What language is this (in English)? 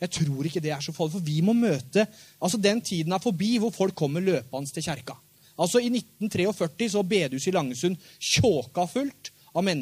Norwegian